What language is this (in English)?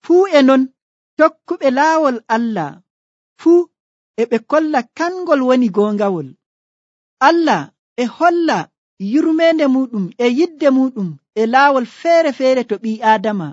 Nigerian Fulfulde